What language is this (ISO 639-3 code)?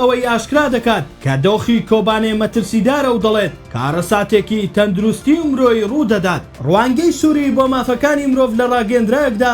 ckb